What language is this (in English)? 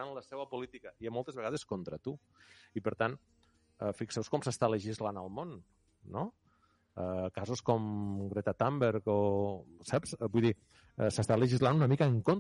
Catalan